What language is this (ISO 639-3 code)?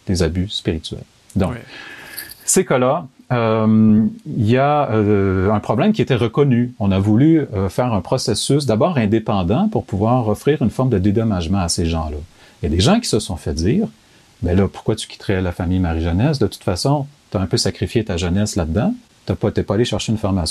fra